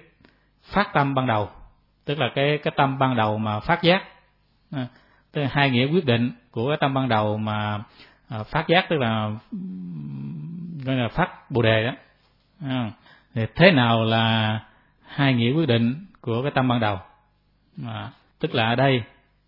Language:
Vietnamese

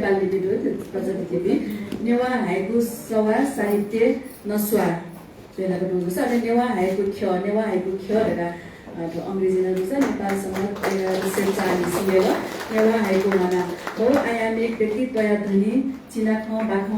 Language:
Newari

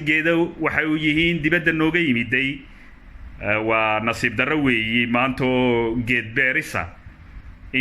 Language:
Somali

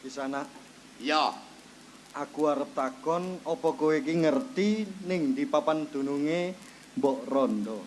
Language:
Javanese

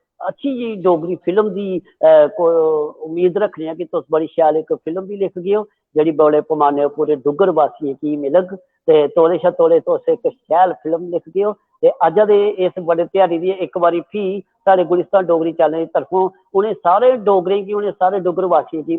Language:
Dogri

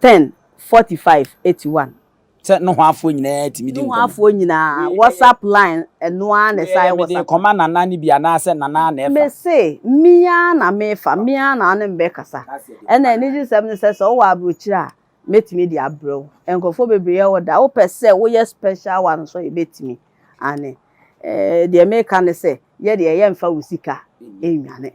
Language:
Akan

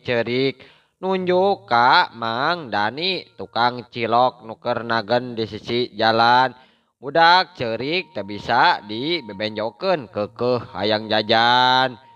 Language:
Sundanese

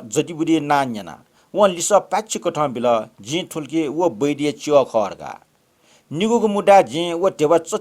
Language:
Newari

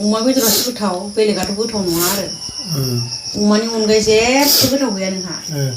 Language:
Bodo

